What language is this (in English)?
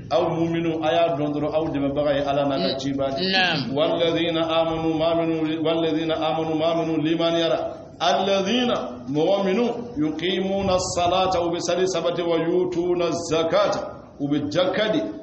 Bambara